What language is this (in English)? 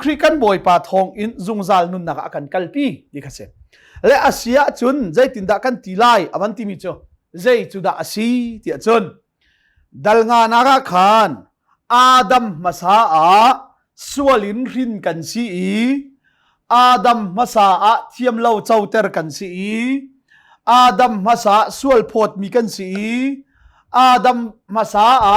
Hakha Chin